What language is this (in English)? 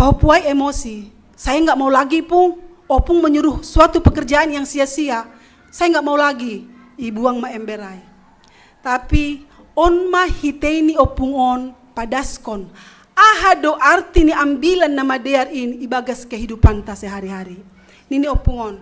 Batak Simalungun